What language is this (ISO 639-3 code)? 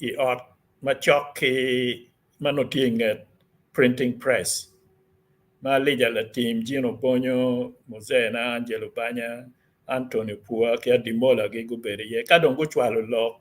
ach